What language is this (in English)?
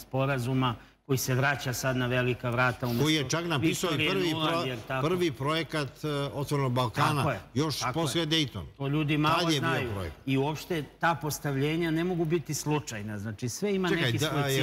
Serbian